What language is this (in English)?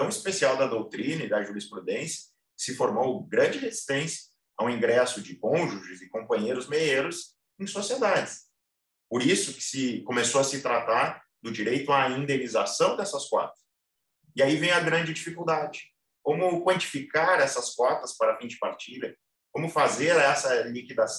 Portuguese